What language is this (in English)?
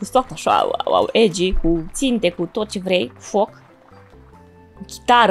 Romanian